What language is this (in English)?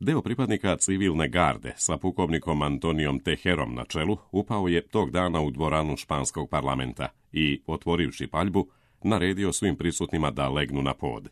Serbian